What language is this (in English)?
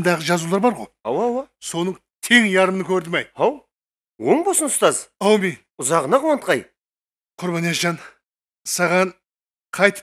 Kara-Kalpak